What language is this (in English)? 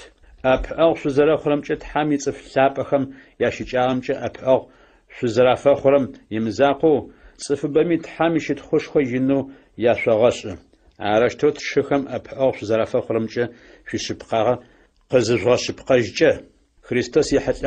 Adyghe